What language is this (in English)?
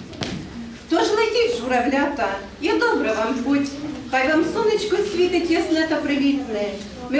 Ukrainian